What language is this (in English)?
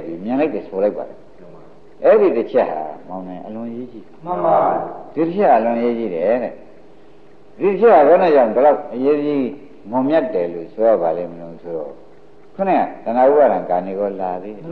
Burmese